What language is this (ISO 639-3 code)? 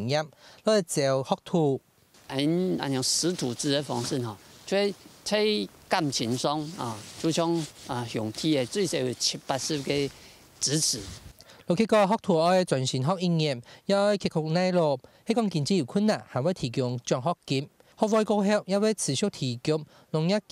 hak